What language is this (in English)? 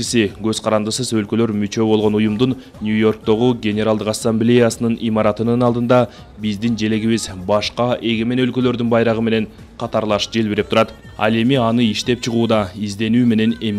Kyrgyz